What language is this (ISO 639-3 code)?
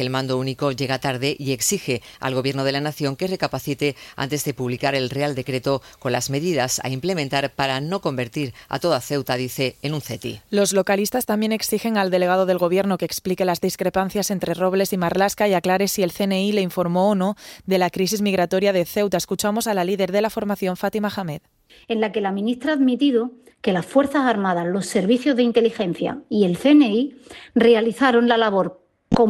spa